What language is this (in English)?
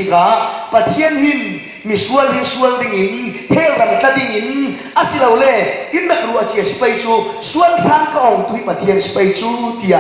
Falam Chin